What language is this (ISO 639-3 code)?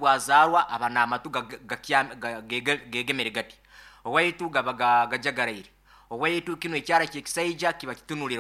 nyn